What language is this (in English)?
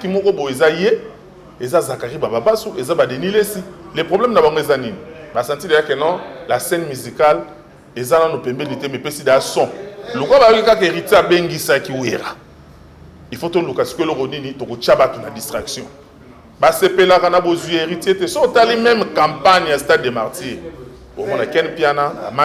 Lingala